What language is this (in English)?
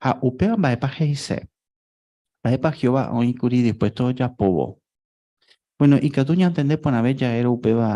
Guarani